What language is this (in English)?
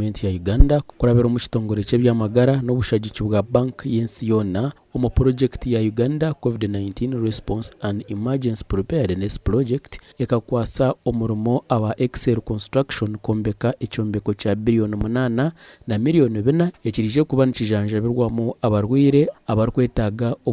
Nyankole